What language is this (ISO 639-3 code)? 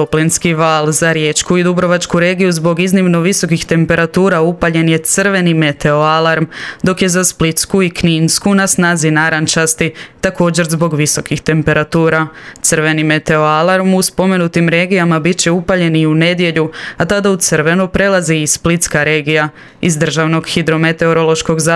hrv